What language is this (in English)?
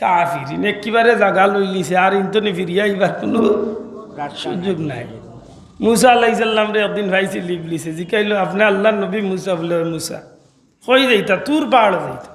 Sylheti